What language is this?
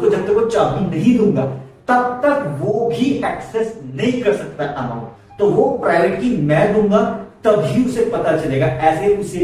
Hindi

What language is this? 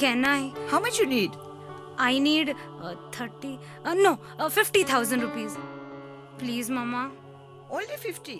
Konkani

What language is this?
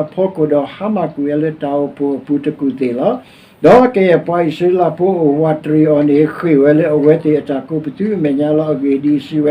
S'gaw Karen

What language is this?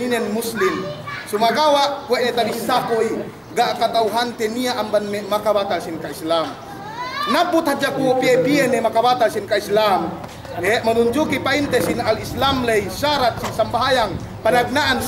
Yakan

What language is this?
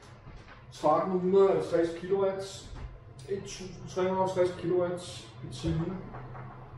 Danish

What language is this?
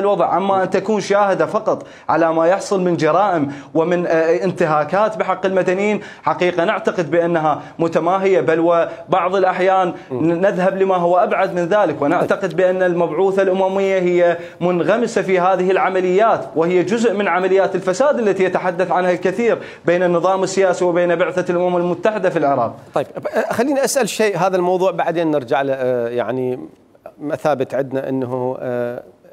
Mesopotamian Arabic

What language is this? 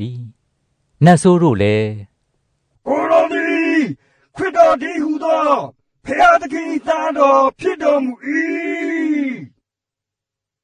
Burmese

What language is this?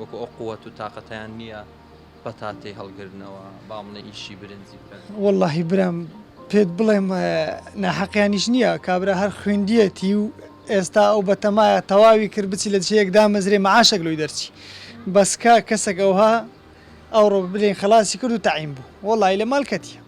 Central Kurdish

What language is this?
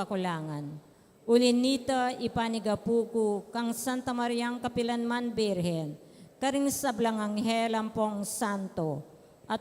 Pampanga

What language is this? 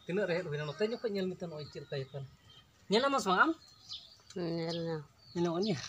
Santali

